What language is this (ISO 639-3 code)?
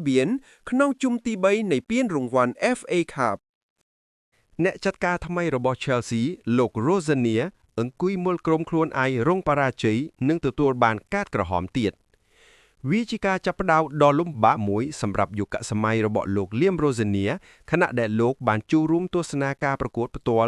khm